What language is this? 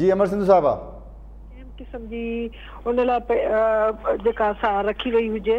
Sindhi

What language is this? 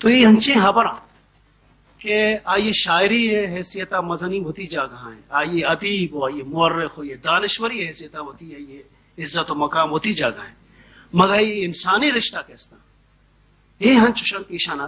Baluchi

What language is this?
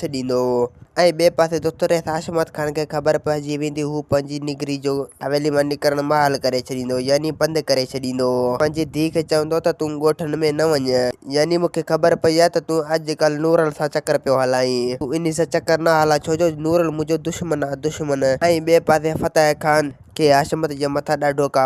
Sindhi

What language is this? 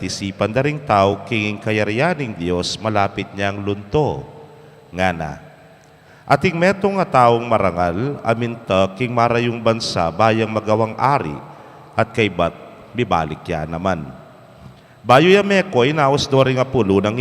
Pampanga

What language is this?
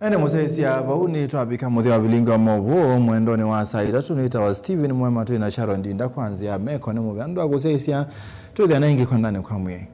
Kamba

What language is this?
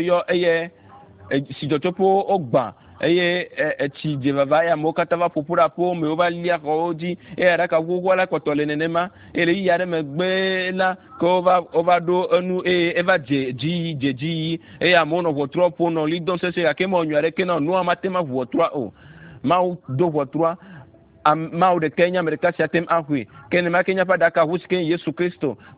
Ewe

